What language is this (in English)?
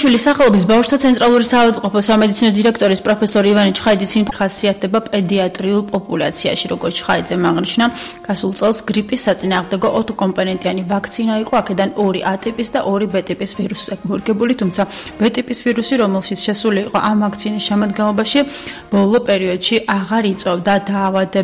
Georgian